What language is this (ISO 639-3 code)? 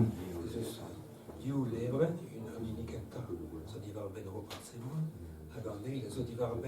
bre